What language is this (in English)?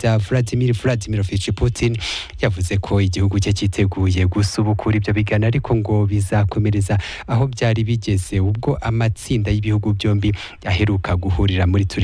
Kinyarwanda